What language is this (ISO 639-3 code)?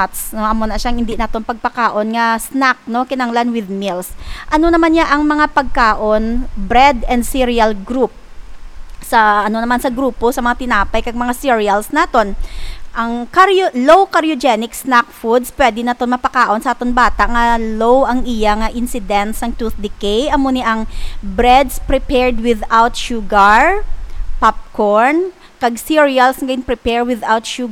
hil